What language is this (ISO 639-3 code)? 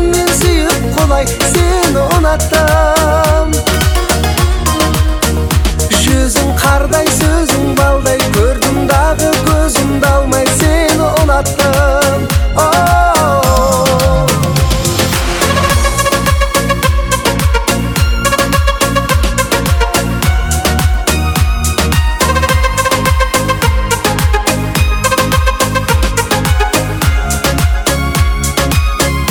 kaz